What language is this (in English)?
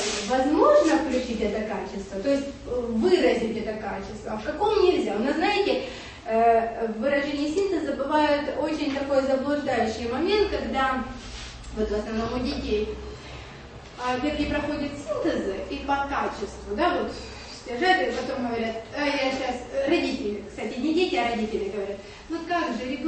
Russian